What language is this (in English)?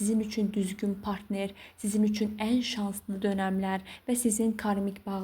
Azerbaijani